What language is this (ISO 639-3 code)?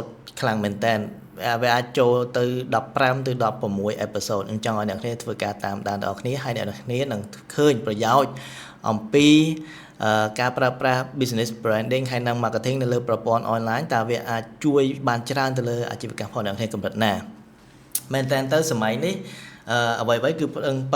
khm